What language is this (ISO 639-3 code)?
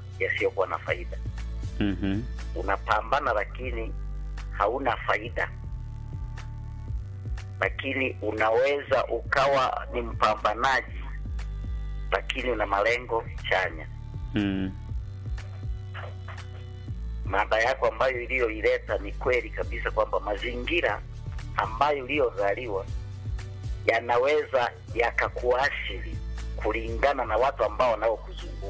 swa